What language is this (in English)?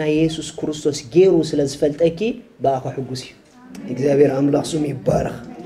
Tigrinya